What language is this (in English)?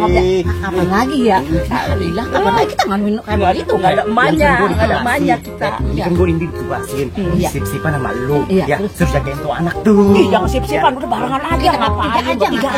Betawi